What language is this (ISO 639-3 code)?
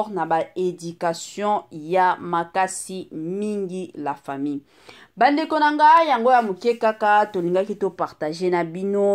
lin